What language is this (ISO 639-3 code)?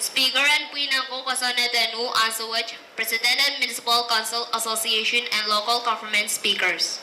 pon